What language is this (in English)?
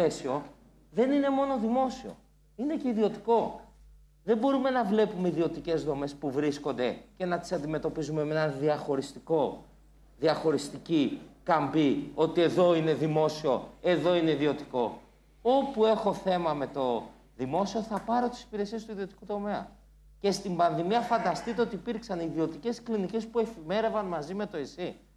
Greek